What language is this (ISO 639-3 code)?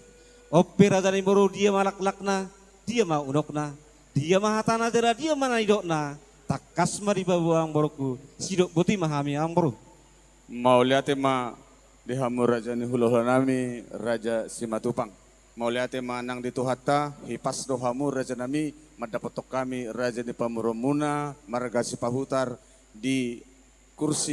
bbc